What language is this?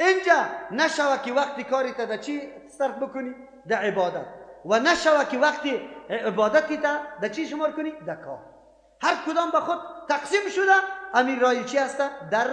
Persian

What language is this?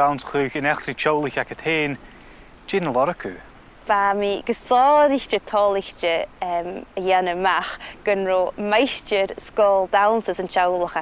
Scottish Gaelic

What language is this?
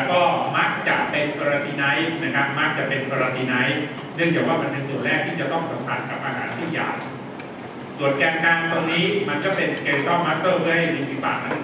Thai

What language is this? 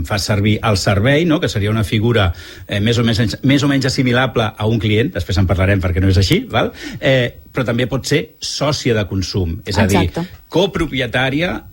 Catalan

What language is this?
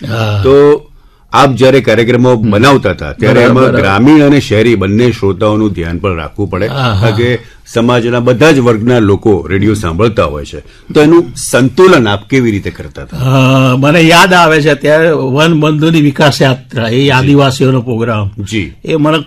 Gujarati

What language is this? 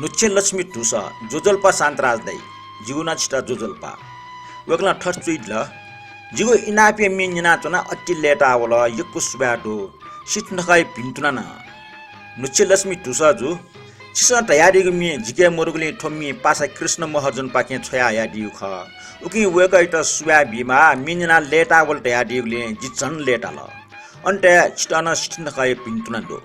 Newari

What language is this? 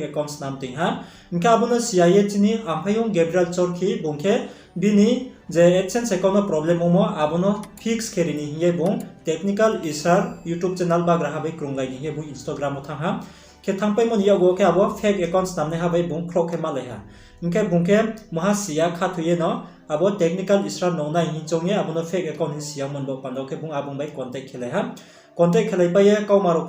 Riang (India)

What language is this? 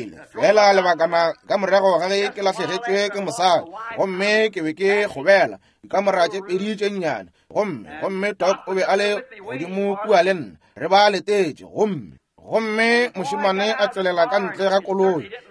Northern Sotho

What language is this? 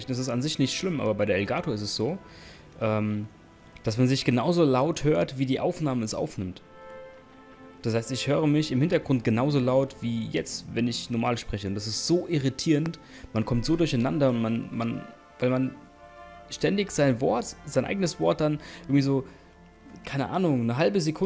German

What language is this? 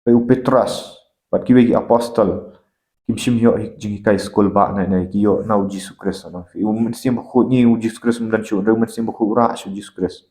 Khasi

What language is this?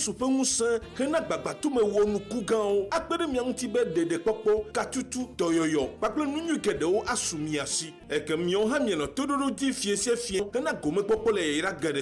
Ewe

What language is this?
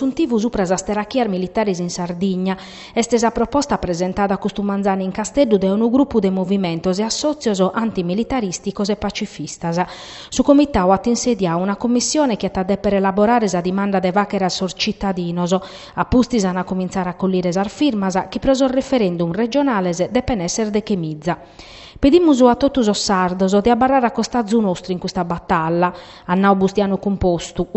Sardinian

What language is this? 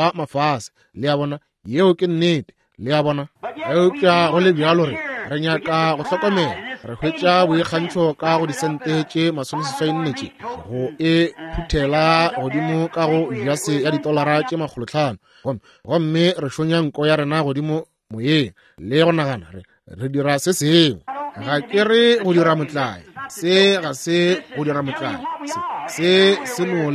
Northern Sotho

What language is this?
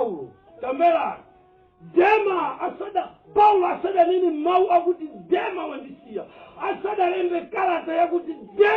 Nyanja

